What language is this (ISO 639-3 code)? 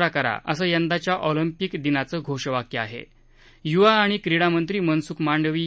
mar